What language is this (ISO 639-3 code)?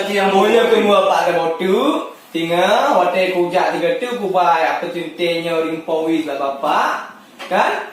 ace